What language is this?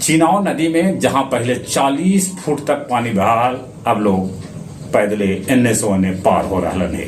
Magahi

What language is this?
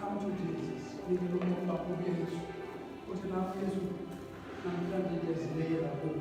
Xhosa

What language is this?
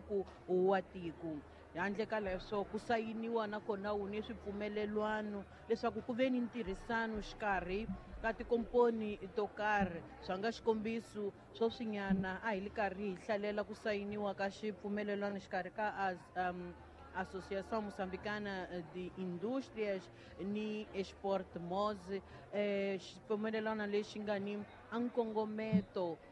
Tsonga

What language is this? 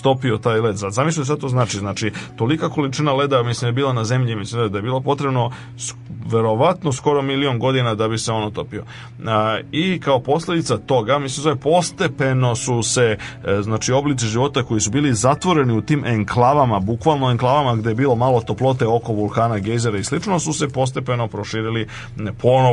Serbian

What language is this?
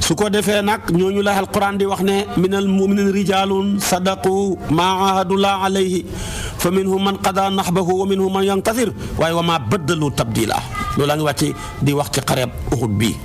Wolof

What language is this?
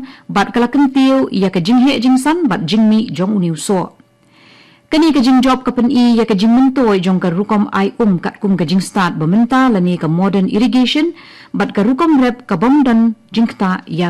Khasi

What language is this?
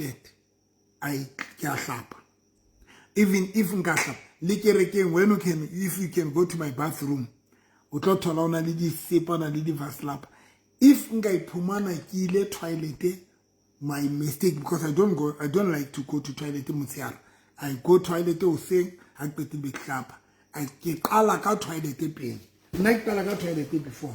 Southern Sotho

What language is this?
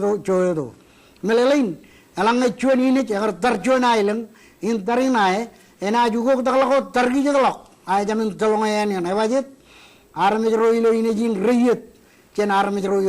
Marshallese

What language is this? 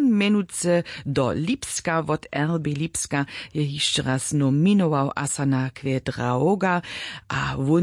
Upper Sorbian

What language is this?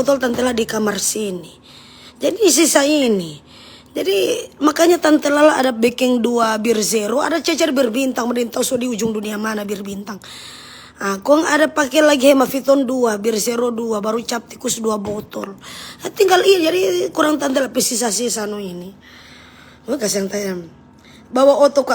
Manado Malay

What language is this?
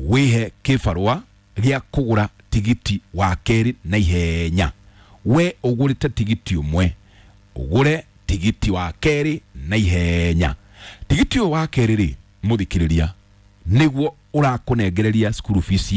Kikuyu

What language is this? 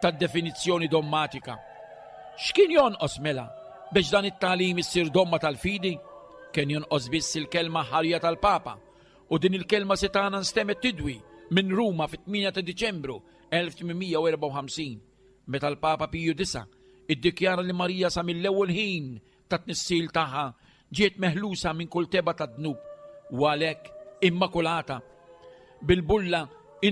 Maltese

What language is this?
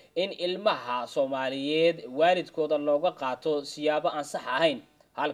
Somali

